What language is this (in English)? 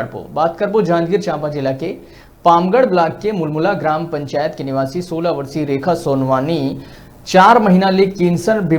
Chhattisgarhi